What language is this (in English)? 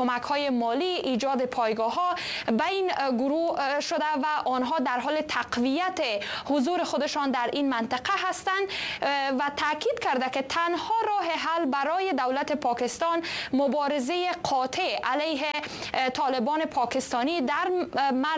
Persian